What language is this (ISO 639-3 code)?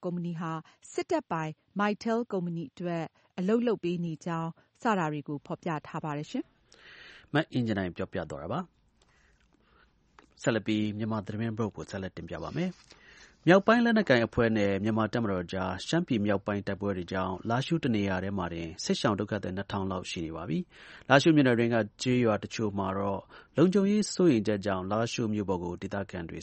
mya